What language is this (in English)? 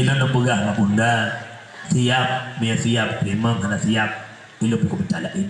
Achinese